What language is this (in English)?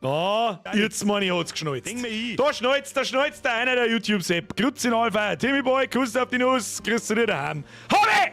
Bavarian